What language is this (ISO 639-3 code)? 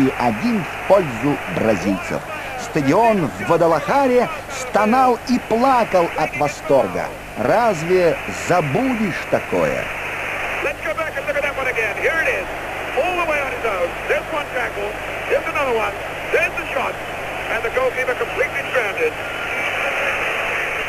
rus